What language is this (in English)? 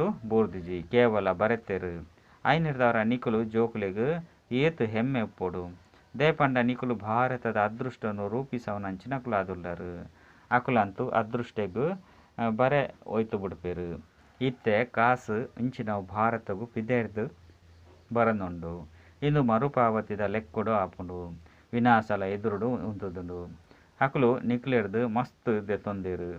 Tulu